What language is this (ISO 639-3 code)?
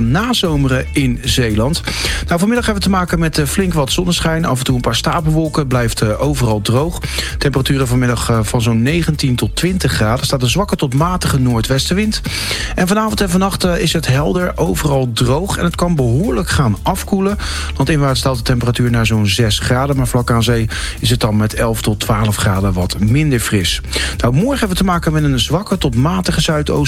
nld